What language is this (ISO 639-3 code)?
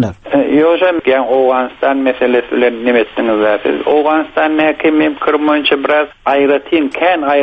tuk